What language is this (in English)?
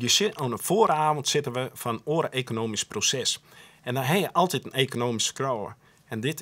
Western Frisian